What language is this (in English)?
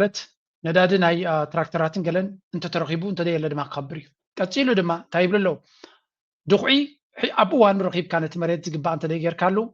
Tigrinya